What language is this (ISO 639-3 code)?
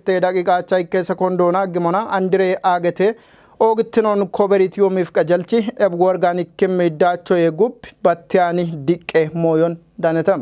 kbr